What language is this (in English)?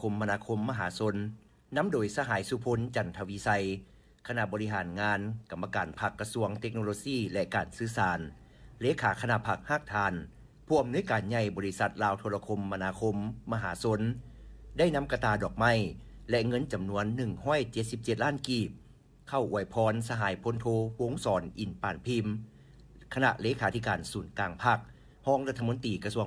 Lao